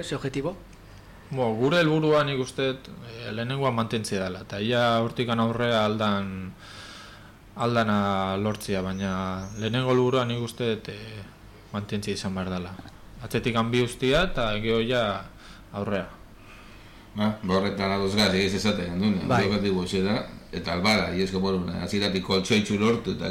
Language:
Basque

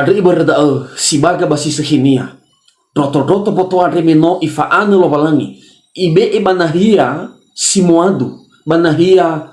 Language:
Nias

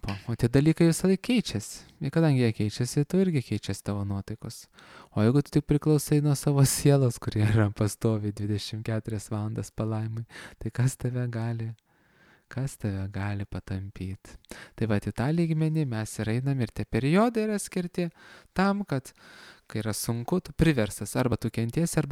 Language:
Lithuanian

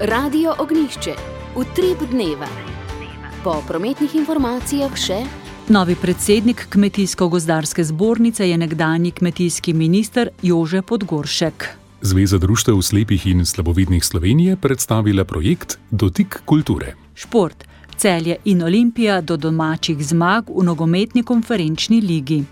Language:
Slovenian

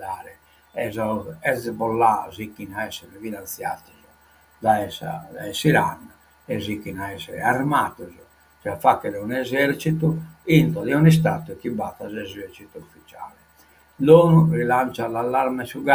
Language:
Sardinian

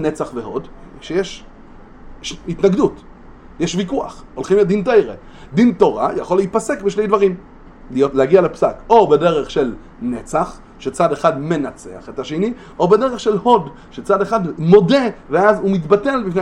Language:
Hebrew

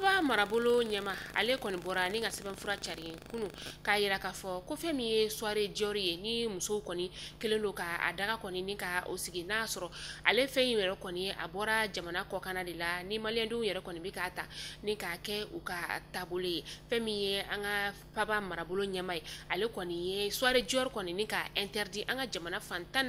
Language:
Bambara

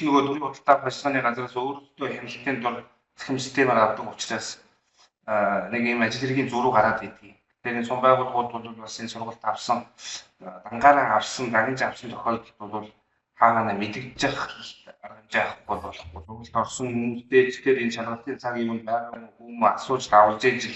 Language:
Mongolian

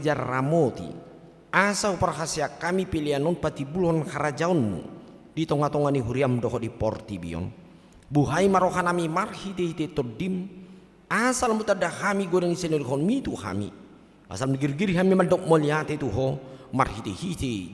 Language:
Batak Toba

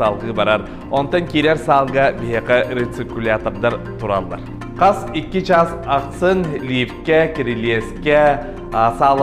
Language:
Yakut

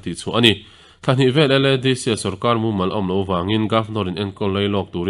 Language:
Mizo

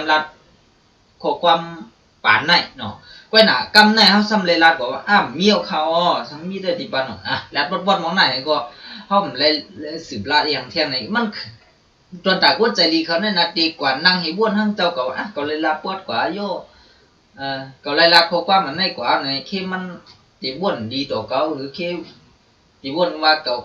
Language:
Shan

